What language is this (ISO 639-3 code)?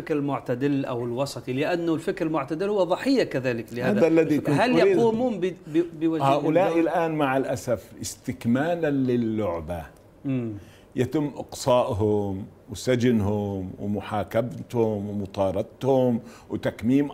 ara